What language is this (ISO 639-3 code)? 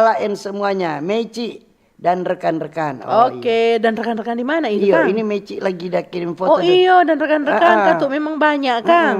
xmm